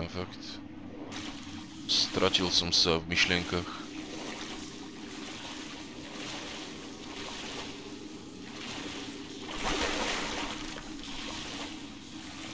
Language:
Slovak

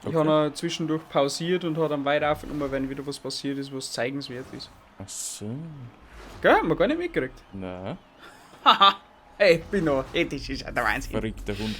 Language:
Bavarian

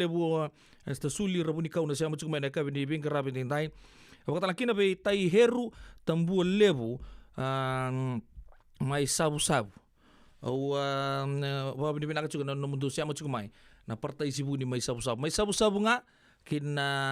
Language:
Fijian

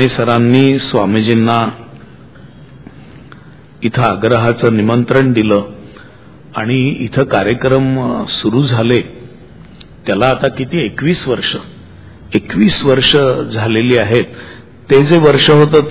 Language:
Marathi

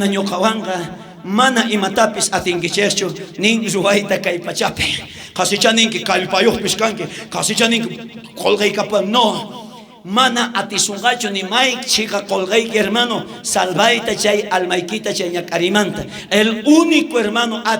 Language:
South Bolivian Quechua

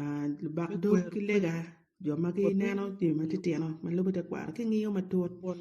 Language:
Acoli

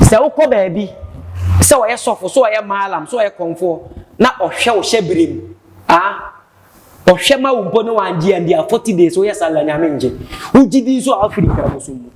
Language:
Akan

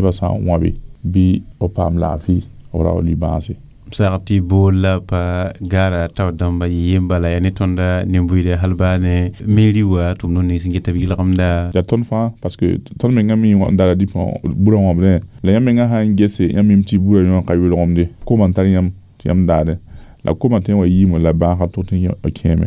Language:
Mossi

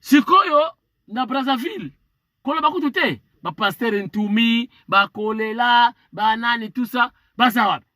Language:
Lingala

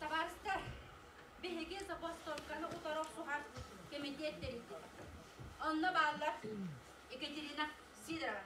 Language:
Yakut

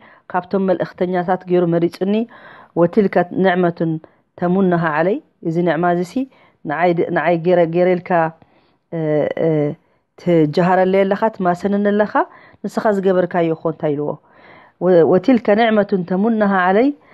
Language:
Tigrinya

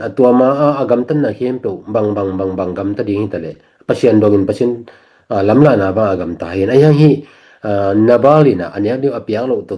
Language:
Tedim Chin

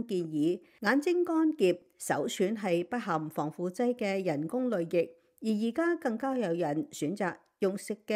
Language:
Cantonese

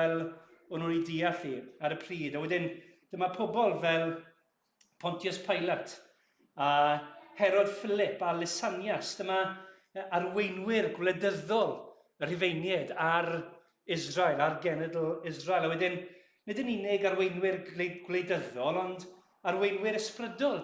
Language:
Welsh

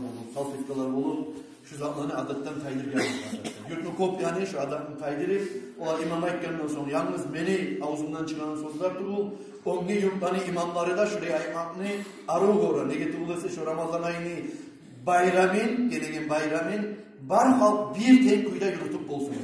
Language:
Kumyk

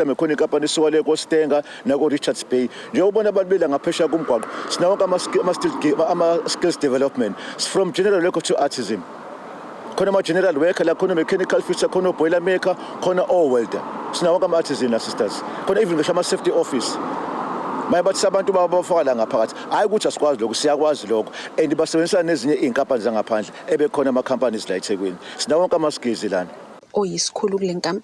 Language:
Zulu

